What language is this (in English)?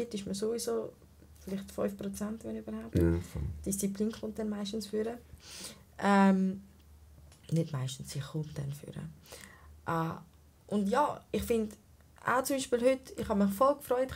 Swiss German